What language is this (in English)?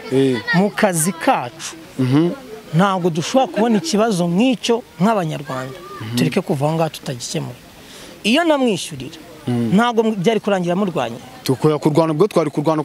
Kinyarwanda